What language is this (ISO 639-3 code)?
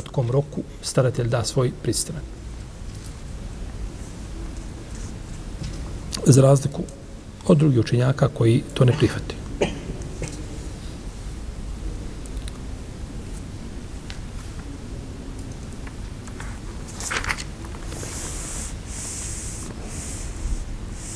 bos